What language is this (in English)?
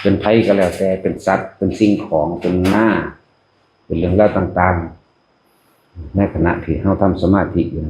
Northeastern Thai